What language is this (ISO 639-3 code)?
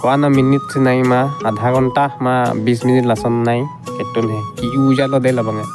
mjw